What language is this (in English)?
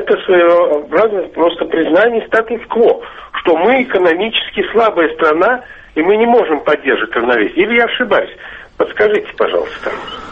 Russian